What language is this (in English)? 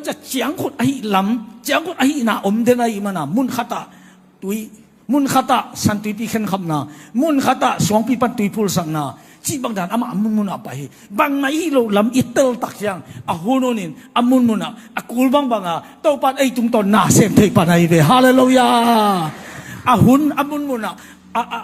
Tedim Chin